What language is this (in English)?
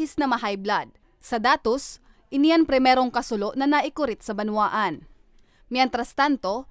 Bikol